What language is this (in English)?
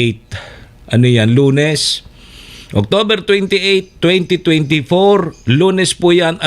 Bikol